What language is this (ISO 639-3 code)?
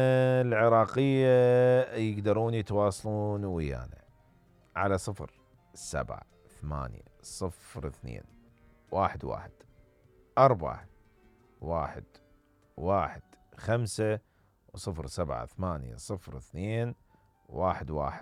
acm